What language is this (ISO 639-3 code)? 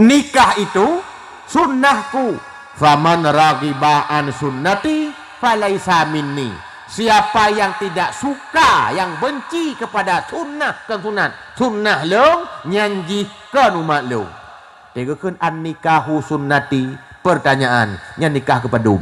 ace